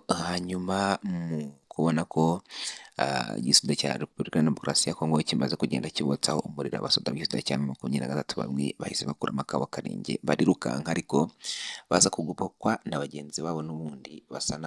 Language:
Kinyarwanda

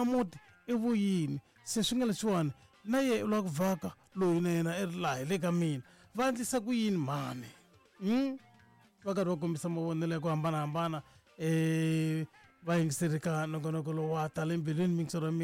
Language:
Tsonga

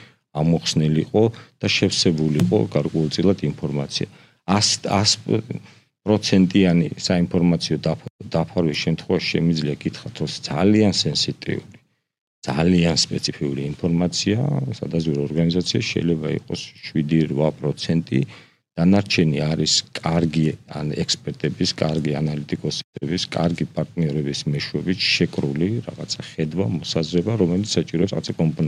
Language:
Georgian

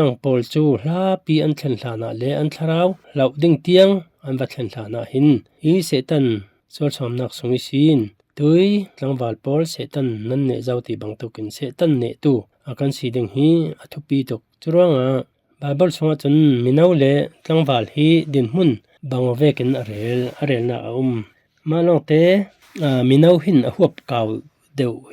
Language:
Falam Chin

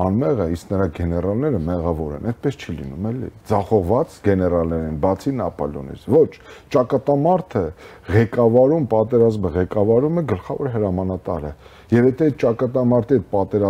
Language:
Armenian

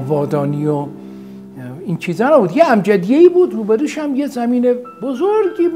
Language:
Persian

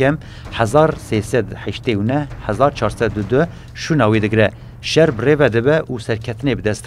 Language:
Kurdish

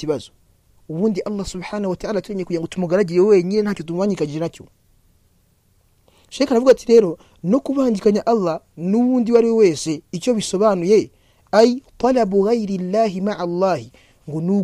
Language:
Kinyarwanda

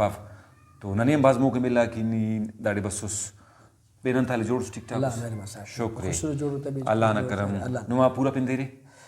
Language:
Brahui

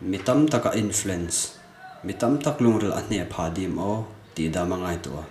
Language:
Hmar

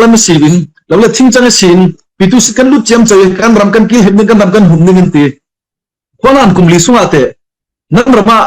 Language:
Falam Chin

